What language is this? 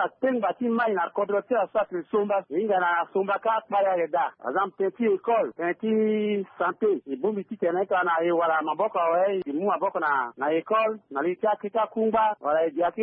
Sango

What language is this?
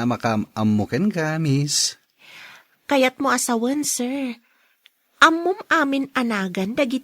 Iloko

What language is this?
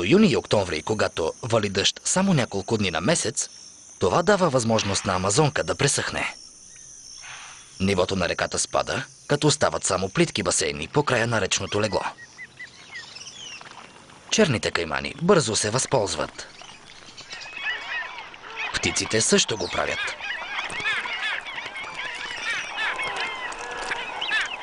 Bulgarian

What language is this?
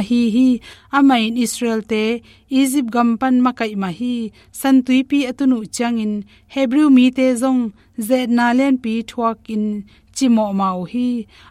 Tedim Chin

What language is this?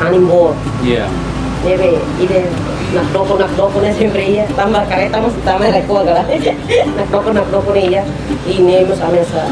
Tetum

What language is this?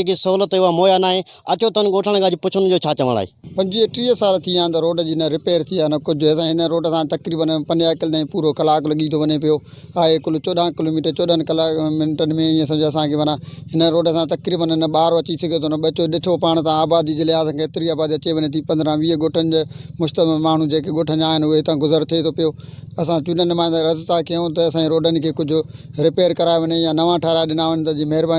Sindhi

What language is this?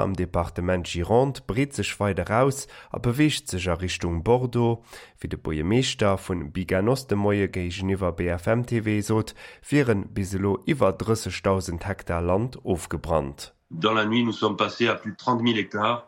Luxembourgish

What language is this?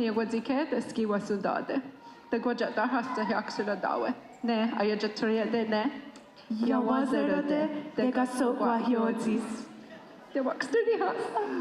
Mohawk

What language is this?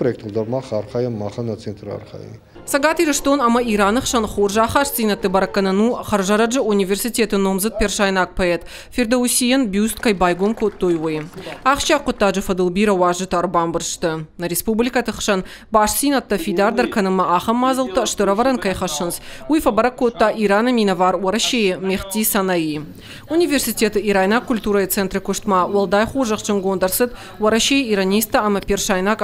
Ossetic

